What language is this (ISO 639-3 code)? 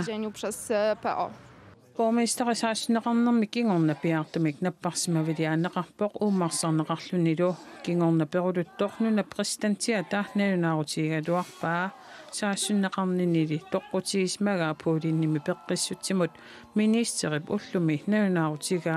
kal